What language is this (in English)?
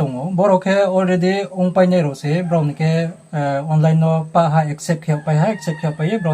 Riang (India)